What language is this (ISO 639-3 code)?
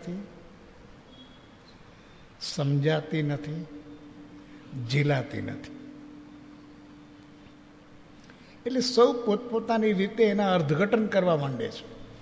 guj